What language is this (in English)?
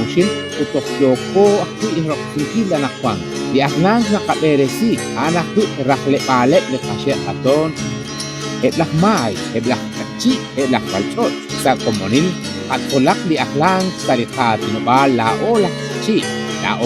Kekchí